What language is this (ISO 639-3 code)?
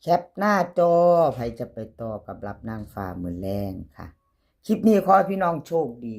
tts